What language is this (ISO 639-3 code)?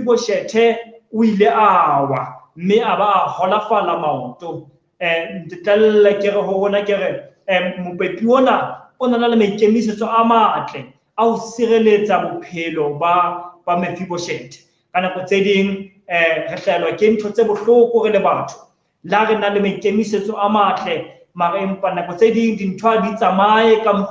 sot